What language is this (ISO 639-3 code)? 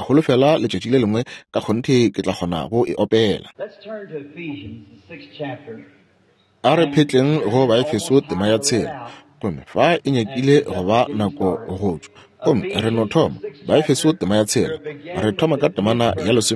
nso